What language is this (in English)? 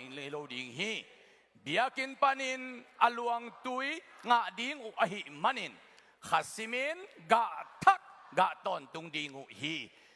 Tedim Chin